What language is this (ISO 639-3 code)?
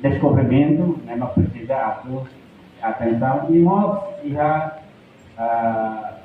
tet